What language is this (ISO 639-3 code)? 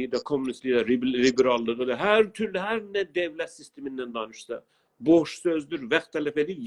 azb